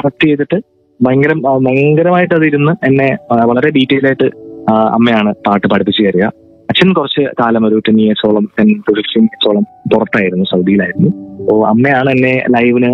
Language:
Malayalam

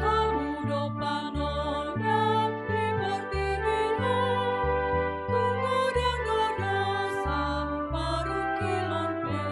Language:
Batak Toba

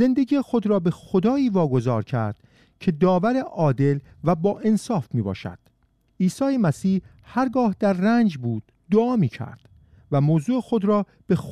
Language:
Persian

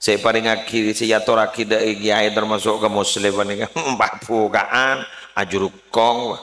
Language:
Madurese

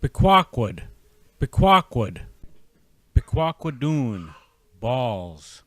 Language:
Chippewa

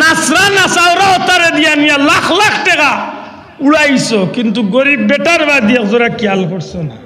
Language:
Sylheti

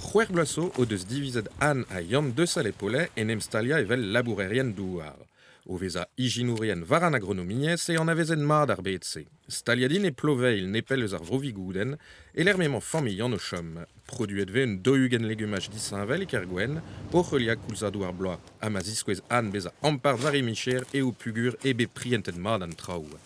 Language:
Breton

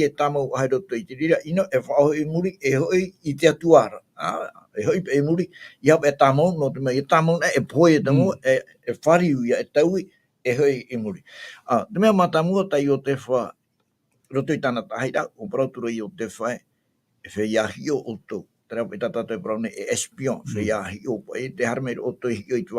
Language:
Tahitian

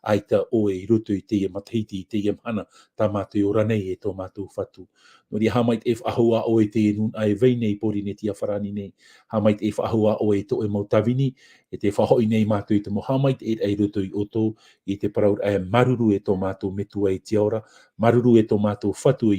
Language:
Tahitian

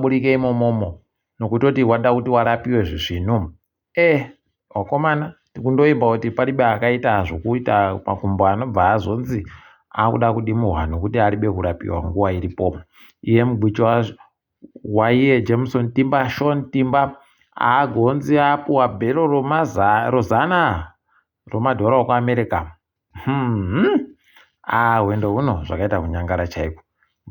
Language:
Ndau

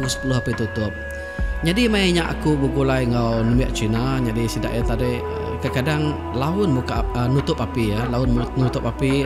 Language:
Iban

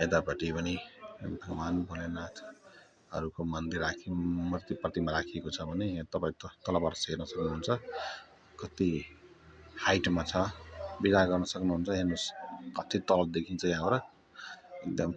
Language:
Nepali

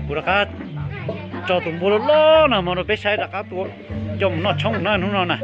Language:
Hmong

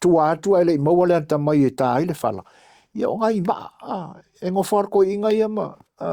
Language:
Samoan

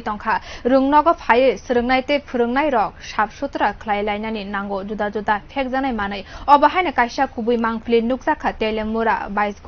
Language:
Kok Borok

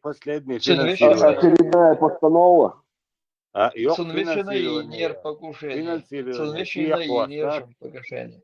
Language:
Chechen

